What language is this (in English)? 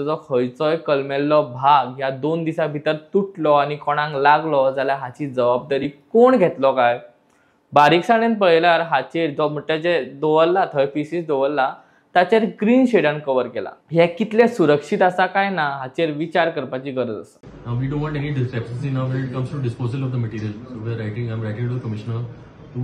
Konkani